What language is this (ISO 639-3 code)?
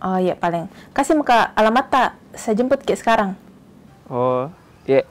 mfp